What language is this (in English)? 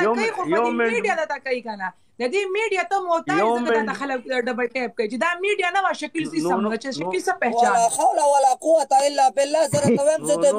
Pashto